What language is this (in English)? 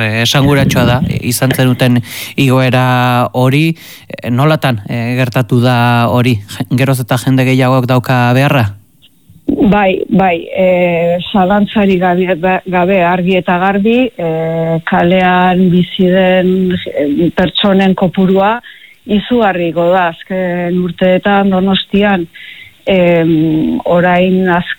Basque